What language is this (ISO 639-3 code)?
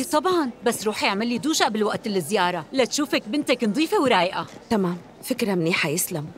apc